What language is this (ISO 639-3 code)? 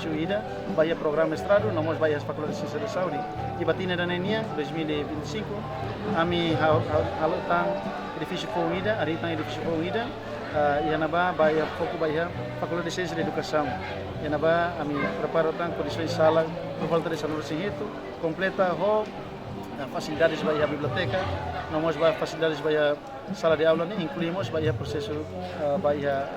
tet